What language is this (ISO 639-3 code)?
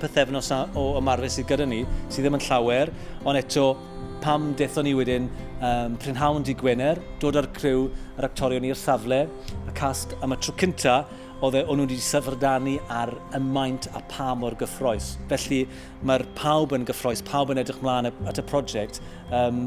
cym